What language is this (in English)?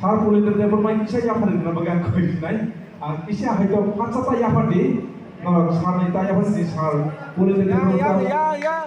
Kok Borok